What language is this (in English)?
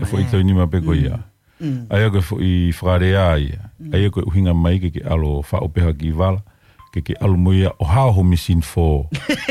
Tongan